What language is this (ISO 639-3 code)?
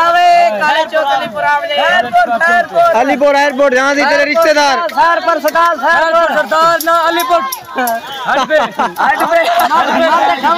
skr